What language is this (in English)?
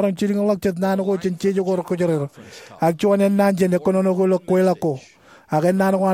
Marshallese